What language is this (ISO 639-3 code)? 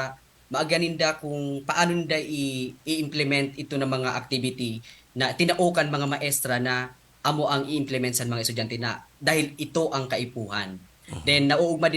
bik